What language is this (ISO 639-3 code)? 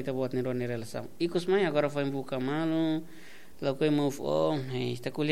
tet